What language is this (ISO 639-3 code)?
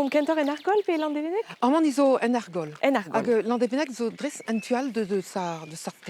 bre